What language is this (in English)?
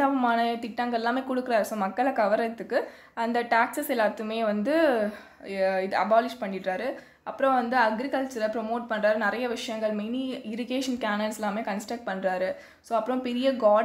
Tamil